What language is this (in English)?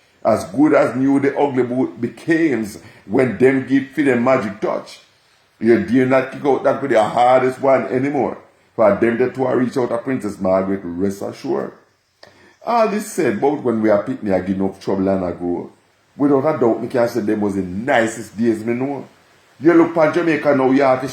Jamaican Creole English